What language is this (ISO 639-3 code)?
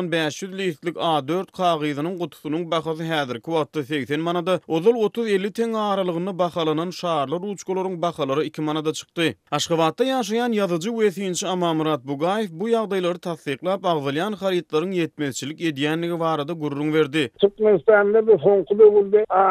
tuk